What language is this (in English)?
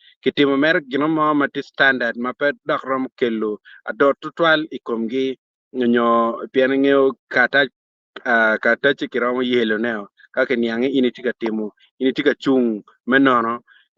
Acoli